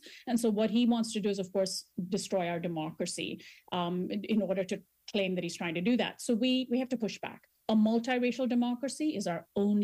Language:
English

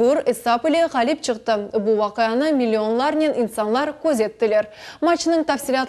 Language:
Crimean Tatar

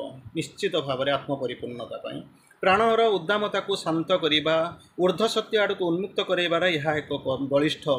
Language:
Odia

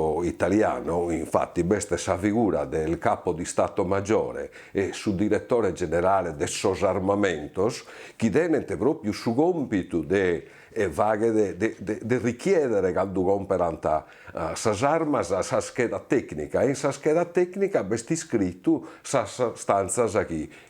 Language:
Sardinian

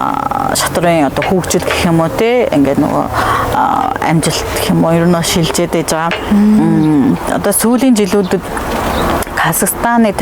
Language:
Mongolian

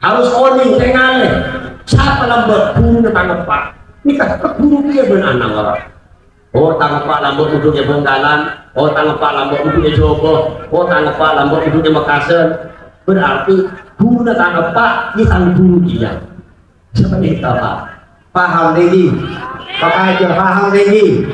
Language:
Madurese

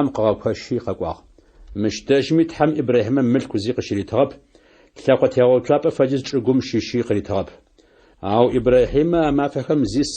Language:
Adyghe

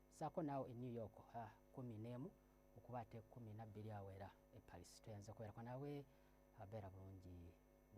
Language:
Ganda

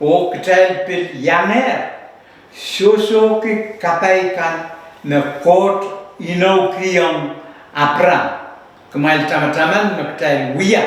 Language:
Pohnpeian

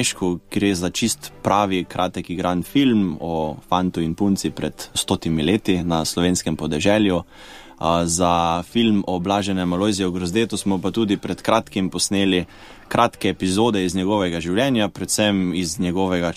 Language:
Slovenian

